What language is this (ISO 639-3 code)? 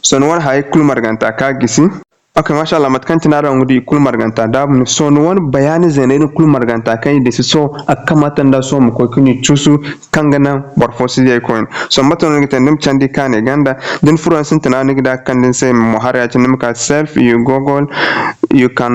dje